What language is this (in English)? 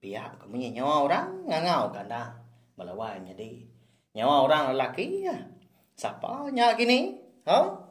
Iban